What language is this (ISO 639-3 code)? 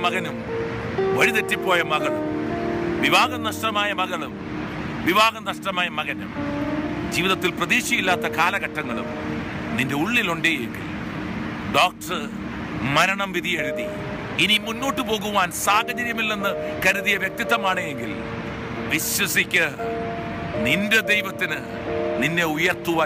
mal